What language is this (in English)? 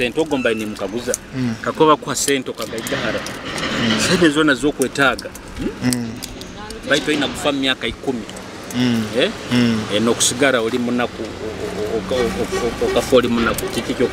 Nyoro